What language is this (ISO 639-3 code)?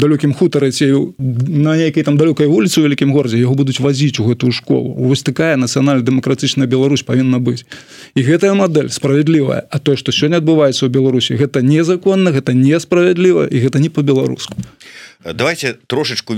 bel